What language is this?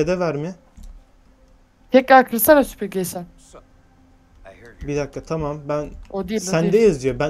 Turkish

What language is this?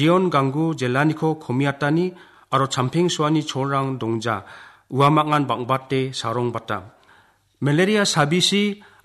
Garo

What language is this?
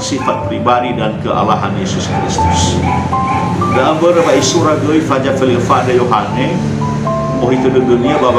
Nias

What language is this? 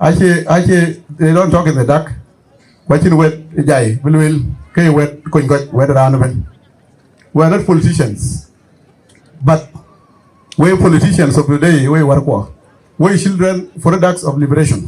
Dinka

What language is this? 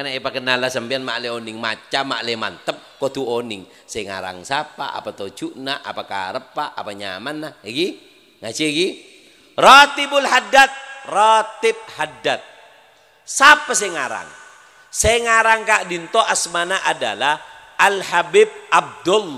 Madurese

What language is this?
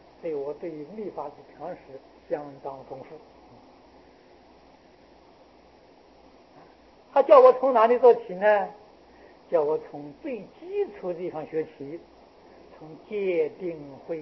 Chinese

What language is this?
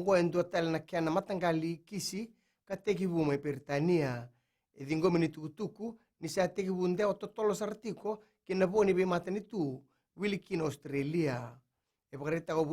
Fijian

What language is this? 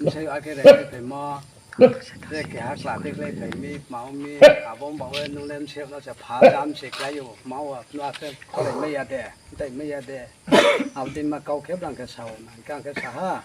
Riang (India)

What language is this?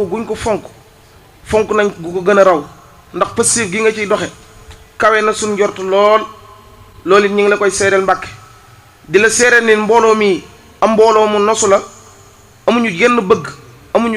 Wolof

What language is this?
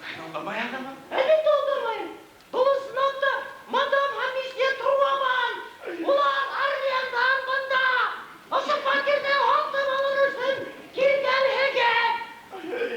Bashkir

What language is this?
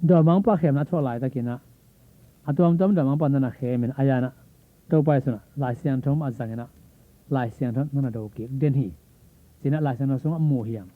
Tedim Chin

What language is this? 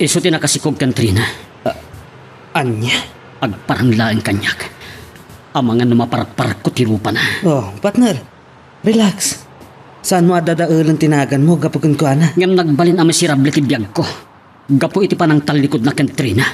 Iloko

